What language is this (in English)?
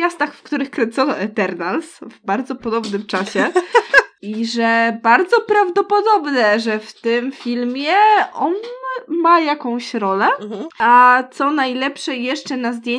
Polish